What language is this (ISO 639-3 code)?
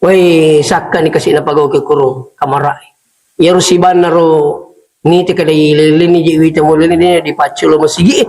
bug